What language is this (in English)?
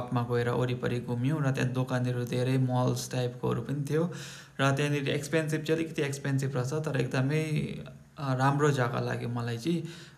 Nepali